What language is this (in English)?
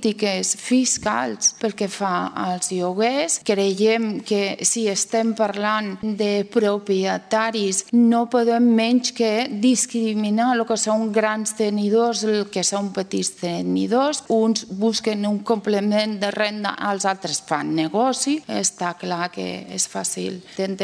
Catalan